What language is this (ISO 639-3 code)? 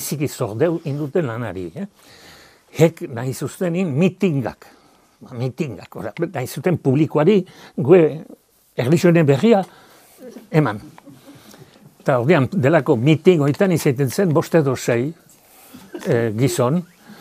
eus